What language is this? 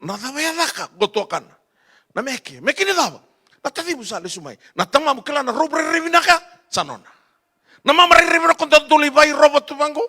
Fijian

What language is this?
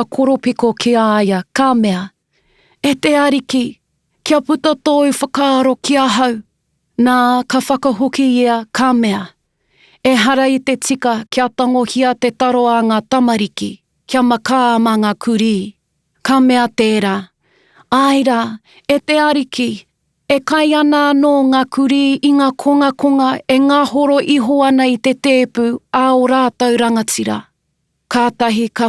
Māori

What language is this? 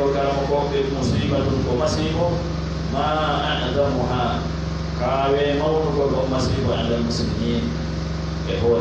Pular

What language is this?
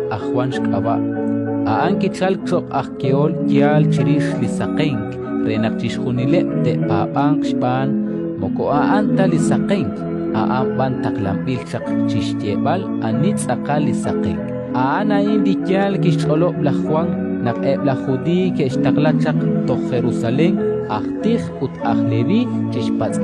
Kekchí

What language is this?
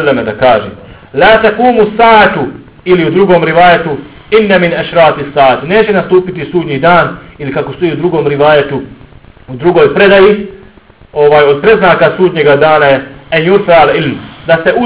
Bosnian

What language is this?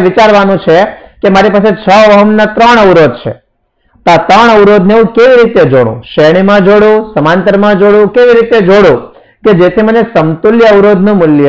Gujarati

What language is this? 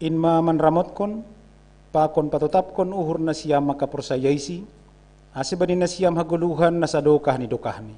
Batak Simalungun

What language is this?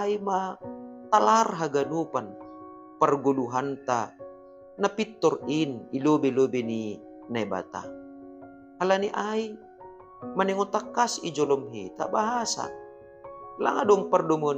Batak Simalungun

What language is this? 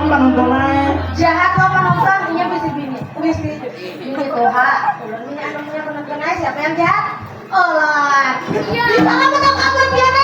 Banjar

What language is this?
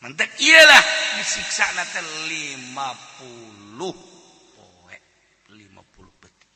Sundanese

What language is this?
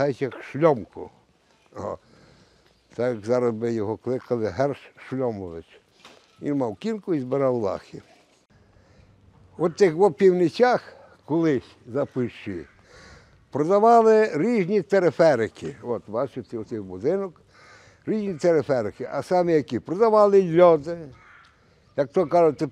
Ukrainian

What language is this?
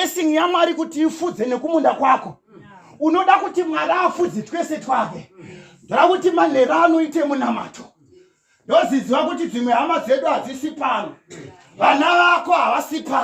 Shona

